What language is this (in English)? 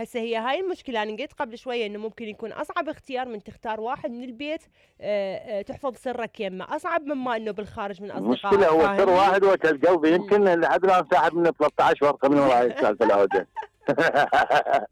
Mesopotamian Arabic